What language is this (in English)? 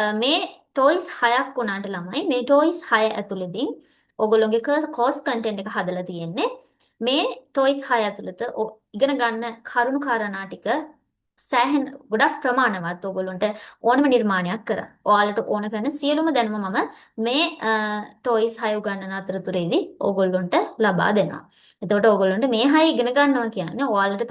Sinhala